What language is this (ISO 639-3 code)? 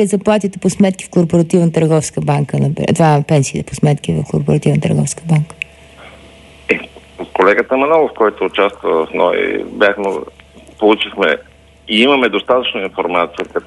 bul